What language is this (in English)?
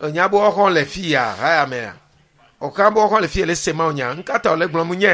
Ewe